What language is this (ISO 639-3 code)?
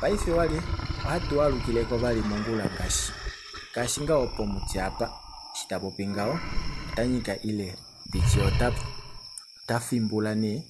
kua